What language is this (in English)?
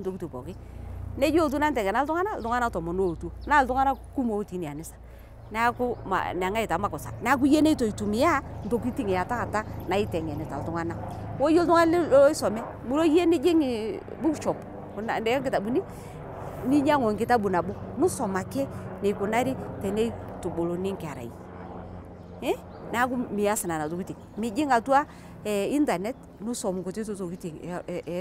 Masai